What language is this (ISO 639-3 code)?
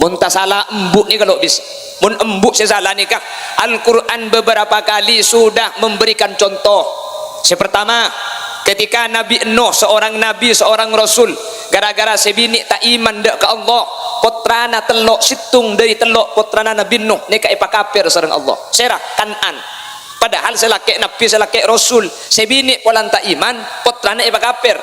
mad